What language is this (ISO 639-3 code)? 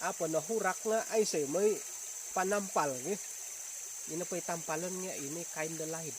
dtp